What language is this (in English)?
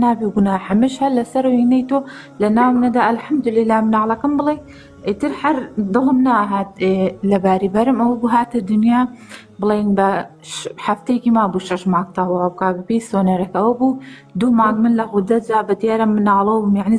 Central Kurdish